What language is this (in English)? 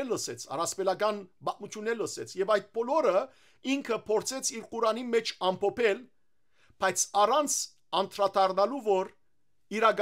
Western Armenian